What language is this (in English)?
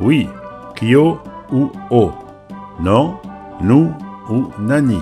Occitan